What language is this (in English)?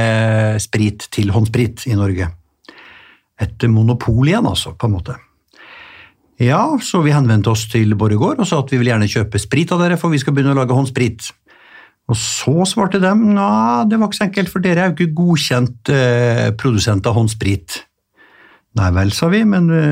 Norwegian